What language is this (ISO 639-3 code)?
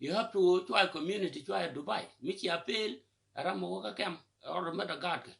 nus